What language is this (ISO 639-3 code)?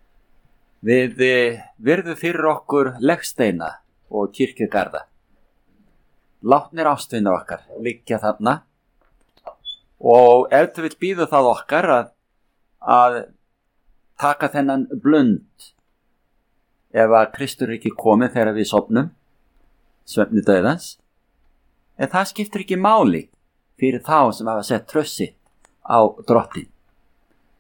isl